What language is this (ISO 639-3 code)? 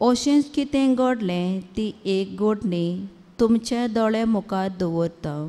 kok